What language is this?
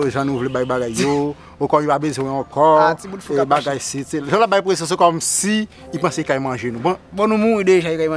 Haitian Creole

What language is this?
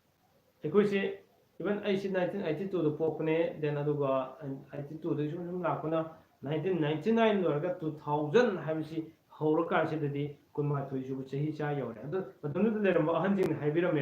Manipuri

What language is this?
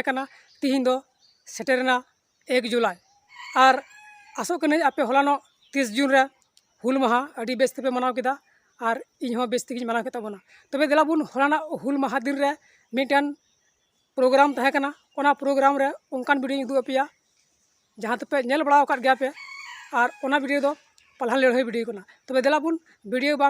Santali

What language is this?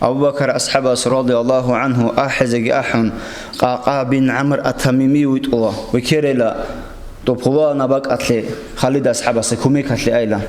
Avaric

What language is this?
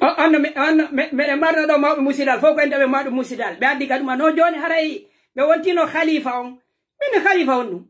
Pular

